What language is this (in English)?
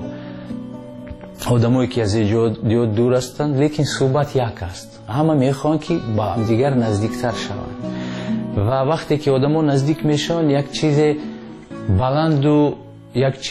Persian